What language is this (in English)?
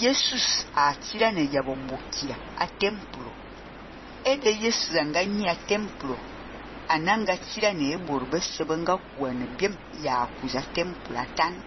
Fang